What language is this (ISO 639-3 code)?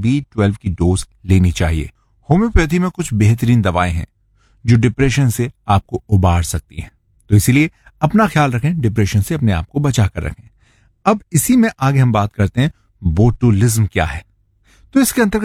hin